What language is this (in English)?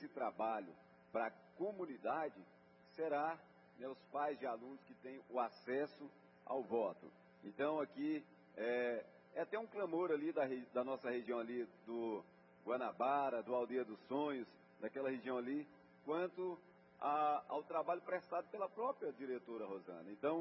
Portuguese